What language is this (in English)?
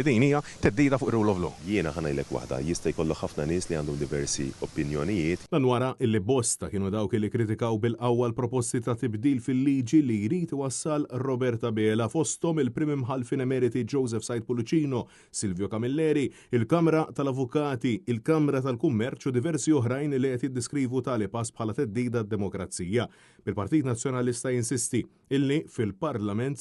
Maltese